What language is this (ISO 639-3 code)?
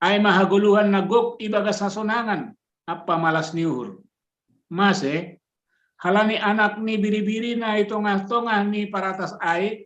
bts